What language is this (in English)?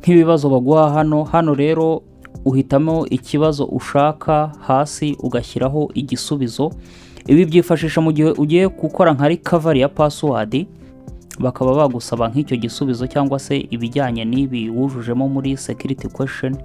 Kinyarwanda